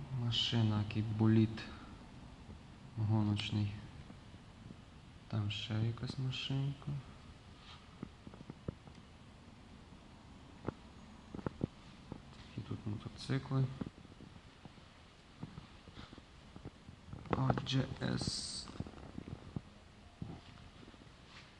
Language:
Ukrainian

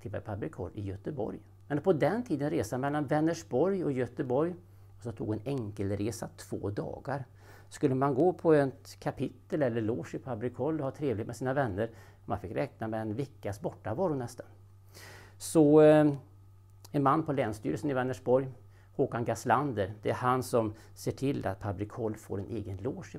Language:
Swedish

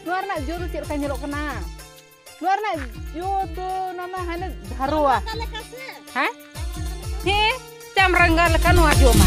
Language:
Santali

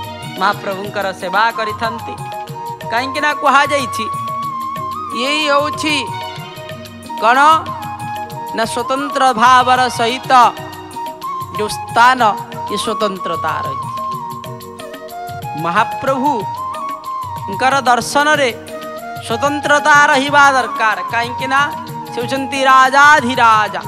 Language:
Odia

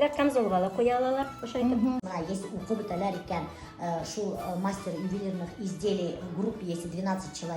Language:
Bashkir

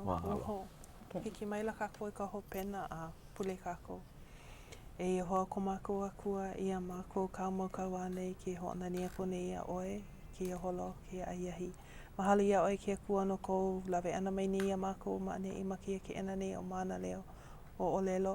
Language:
Hawaiian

